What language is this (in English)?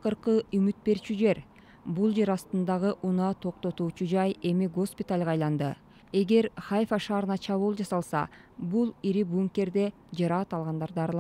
Kyrgyz